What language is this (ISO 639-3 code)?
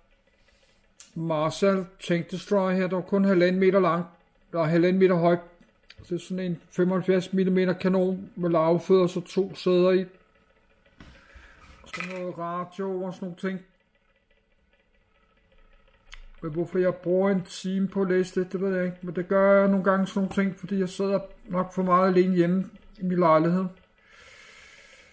dan